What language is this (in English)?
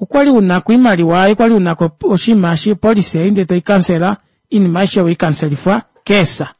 Kuanyama